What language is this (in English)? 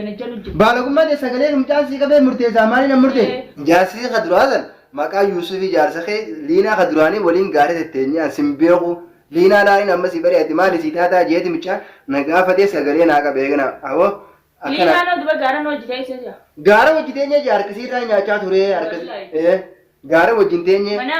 Oromo